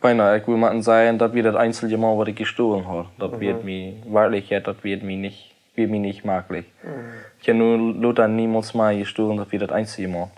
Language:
Plautdietsch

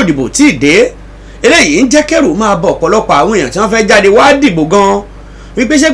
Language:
Yoruba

